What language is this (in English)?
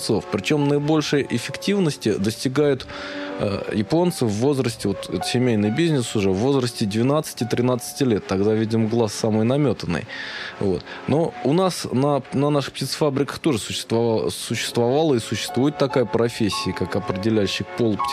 Russian